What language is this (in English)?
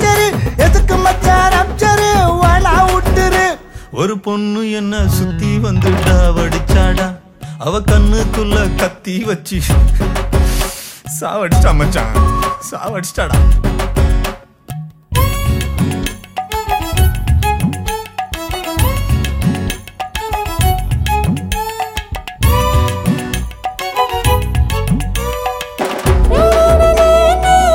Tamil